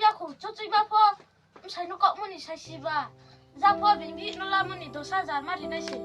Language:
Riang (India)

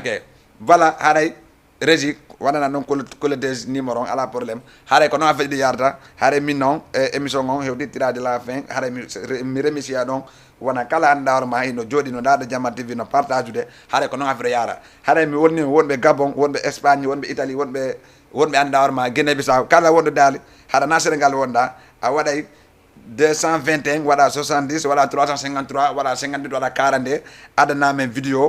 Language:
Fula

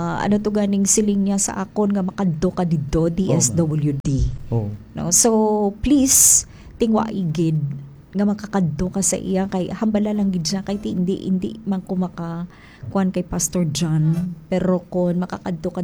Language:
Hiligaynon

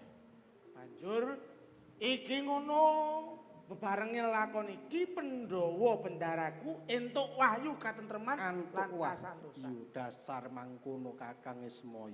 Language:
Javanese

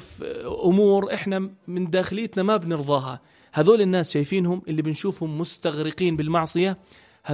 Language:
North Levantine Arabic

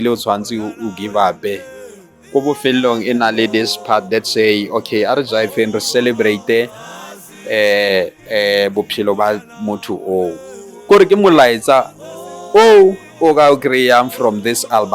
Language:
Tswana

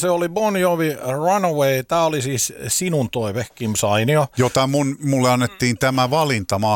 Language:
Finnish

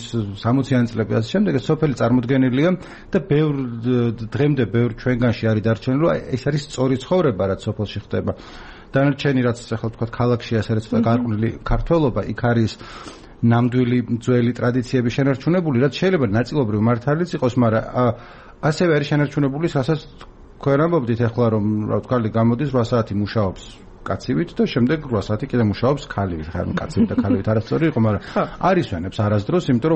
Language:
Georgian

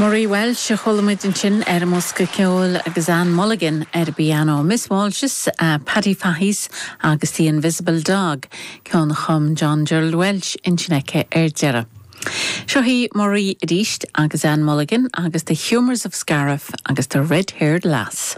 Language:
Irish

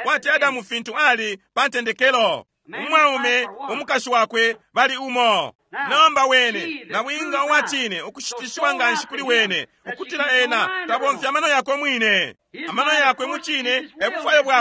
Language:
Bemba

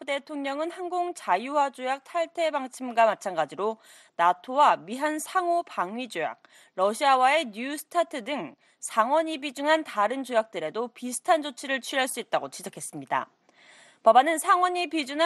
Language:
Korean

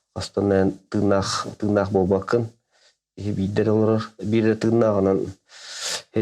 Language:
Yakut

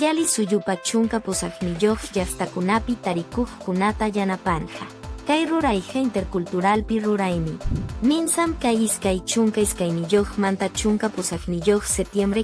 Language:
Quechua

